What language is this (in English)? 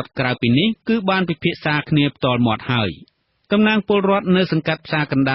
Khmer